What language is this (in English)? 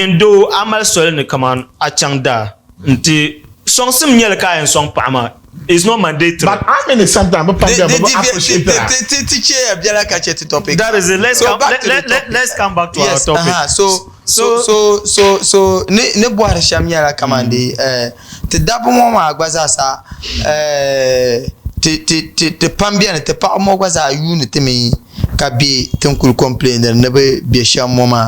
Dagbani